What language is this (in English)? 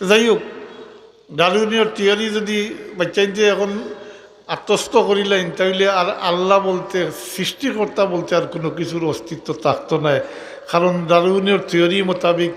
Sylheti